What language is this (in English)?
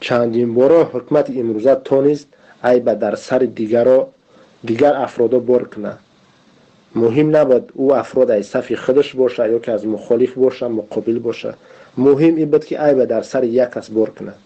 Tajik